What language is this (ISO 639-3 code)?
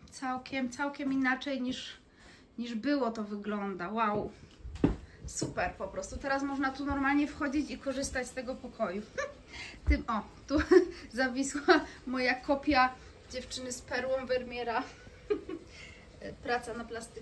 pol